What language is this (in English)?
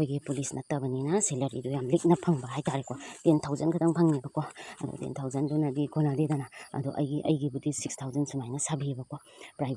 Manipuri